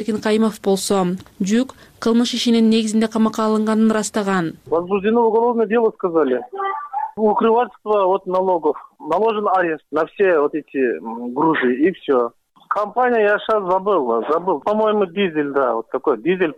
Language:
Kyrgyz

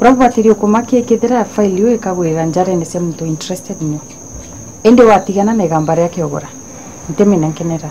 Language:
Meru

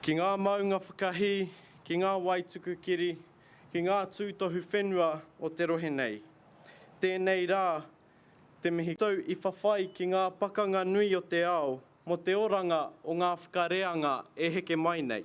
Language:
Māori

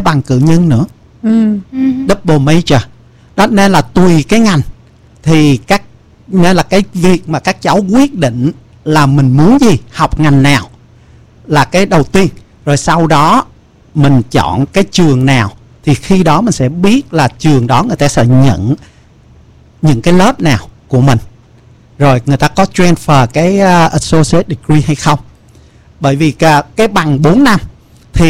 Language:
Vietnamese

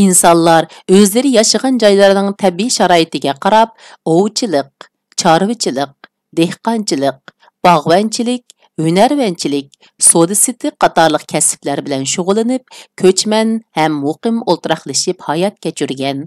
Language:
Uyghur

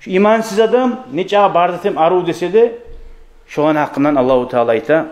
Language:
Kumyk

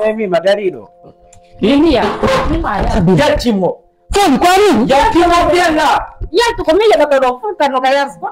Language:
Fula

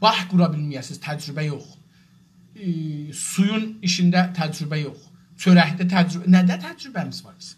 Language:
South Azerbaijani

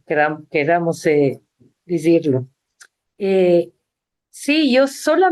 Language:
Ladino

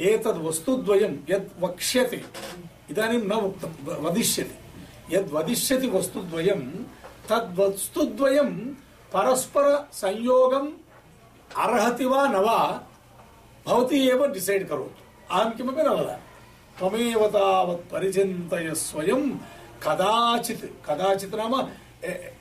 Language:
Sanskrit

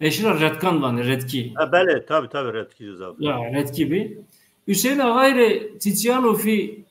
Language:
Zaza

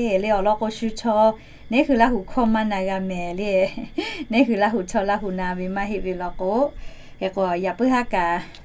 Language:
Lahu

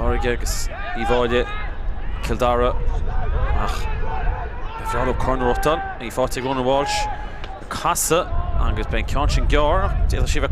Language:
Irish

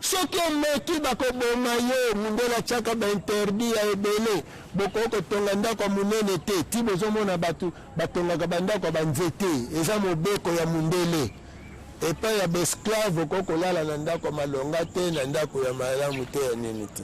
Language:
Lingala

